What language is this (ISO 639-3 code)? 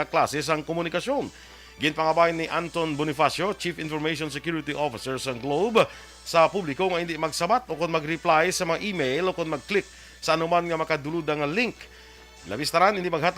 hil